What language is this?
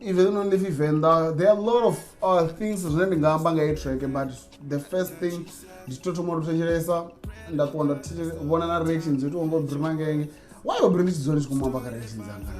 Venda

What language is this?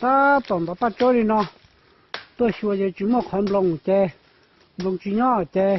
Hmong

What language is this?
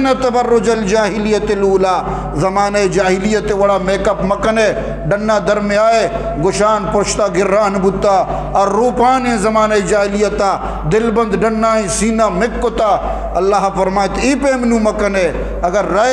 Eastern Balochi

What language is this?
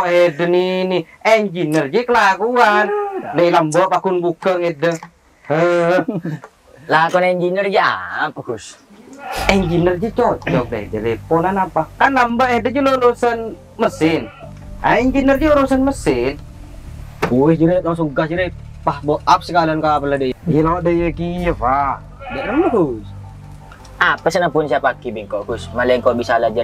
Madurese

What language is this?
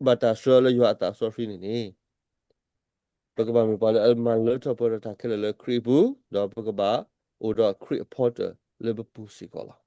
S'gaw Karen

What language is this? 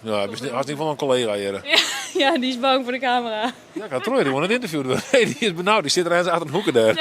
Western Frisian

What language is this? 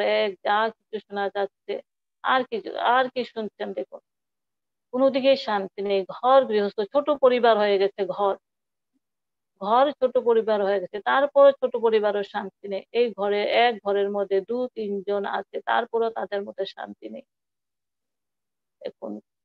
Bangla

